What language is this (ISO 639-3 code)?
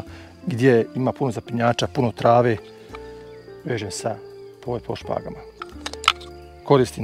hrv